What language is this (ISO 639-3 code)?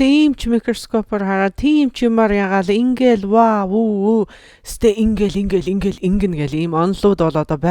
mon